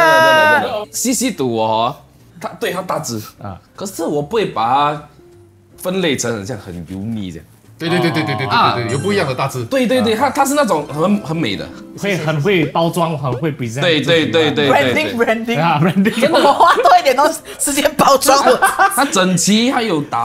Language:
Chinese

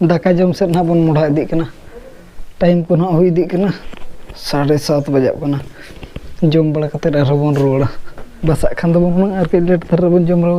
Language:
Santali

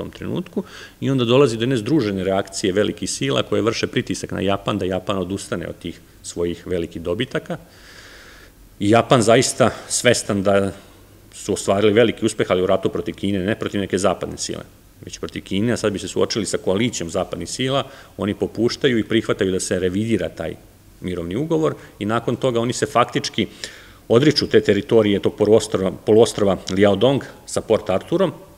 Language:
Serbian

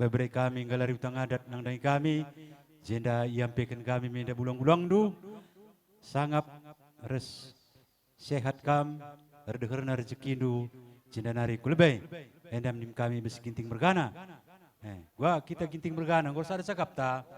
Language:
Batak Karo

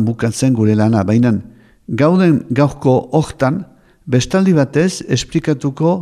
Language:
Basque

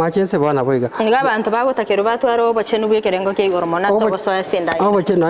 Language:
Gusii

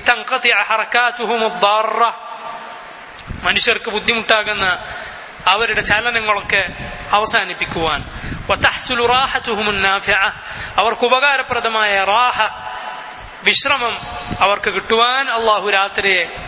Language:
Malayalam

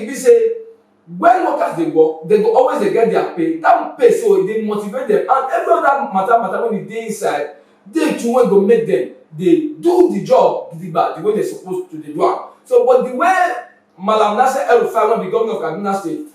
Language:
Nigerian Pidgin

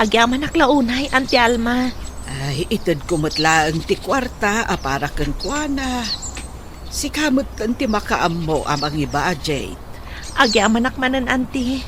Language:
Iloko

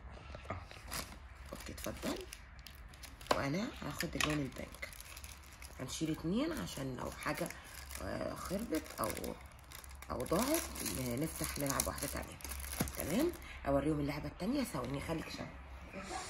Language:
Egyptian Arabic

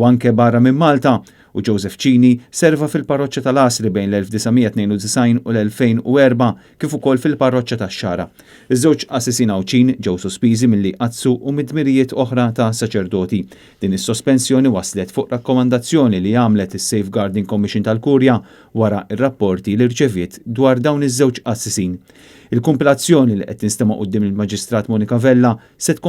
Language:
Maltese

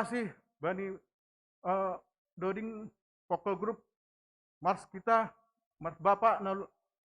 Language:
Batak Simalungun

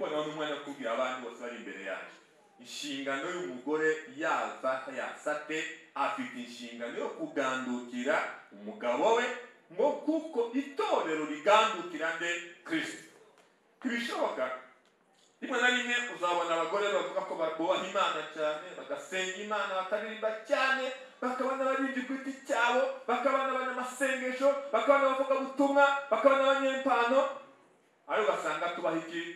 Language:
Kinyarwanda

